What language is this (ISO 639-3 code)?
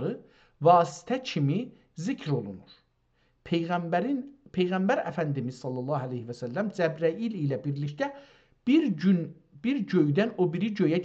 azb